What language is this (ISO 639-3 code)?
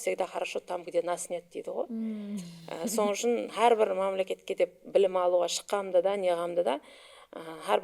kaa